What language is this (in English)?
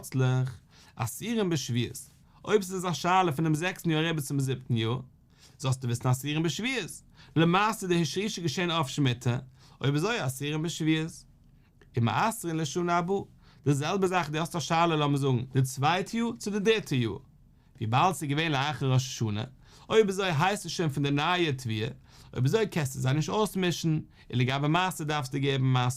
Yiddish